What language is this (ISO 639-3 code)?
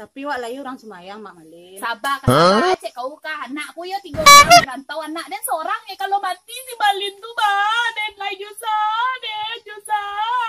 min